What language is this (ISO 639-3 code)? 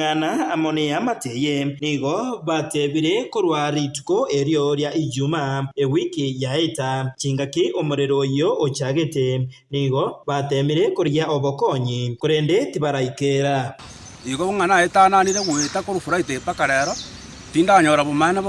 guz